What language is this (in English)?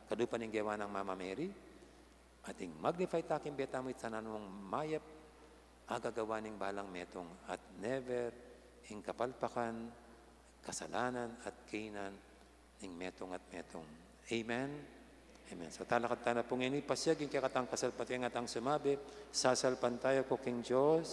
Pampanga